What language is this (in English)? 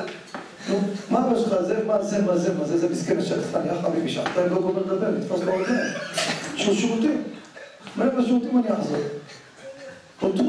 Hebrew